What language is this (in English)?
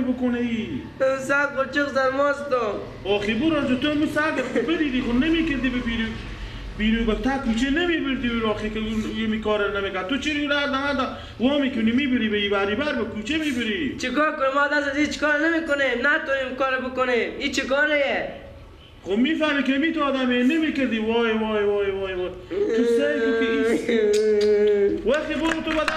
Persian